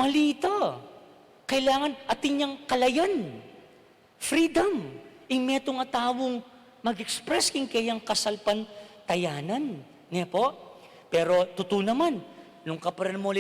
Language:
Pampanga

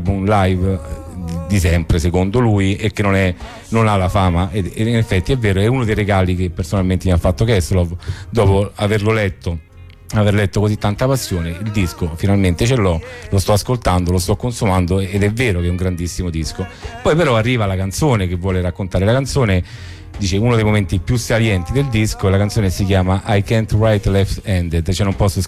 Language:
Italian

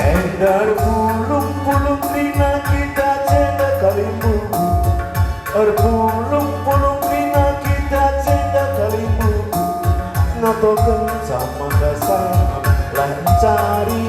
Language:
Batak Karo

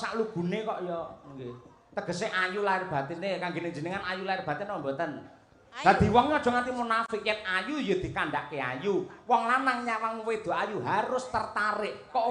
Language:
Javanese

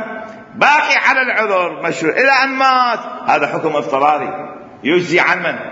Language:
Mesopotamian Arabic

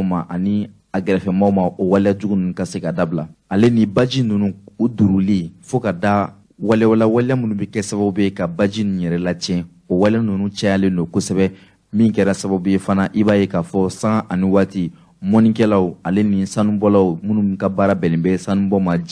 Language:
Bambara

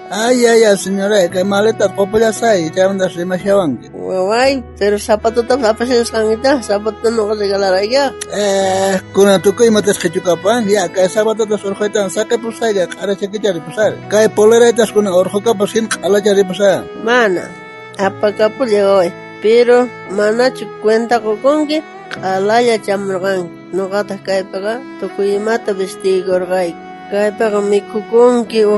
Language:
South Bolivian Quechua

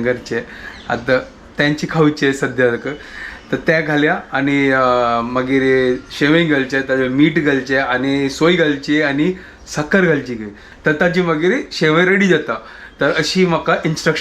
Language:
Konkani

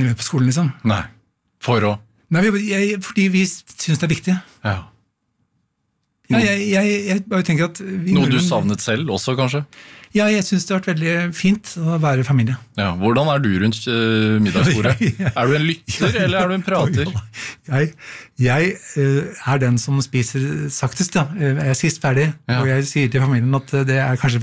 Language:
Norwegian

